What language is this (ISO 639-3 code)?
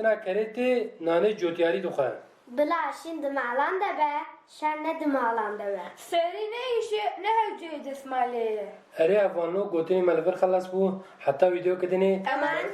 kur